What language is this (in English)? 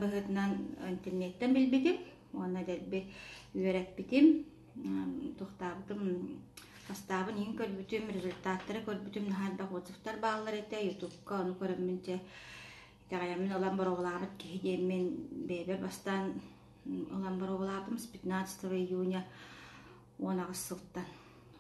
Yakut